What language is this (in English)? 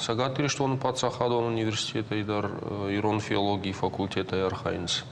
Ossetic